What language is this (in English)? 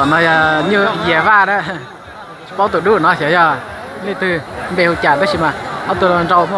Hmong